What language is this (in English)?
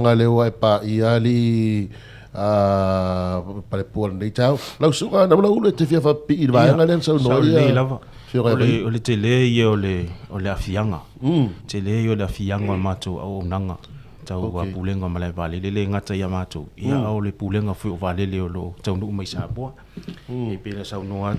Samoan